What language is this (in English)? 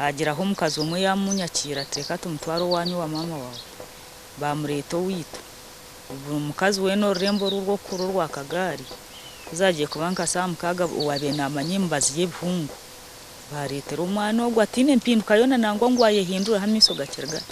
Nyankole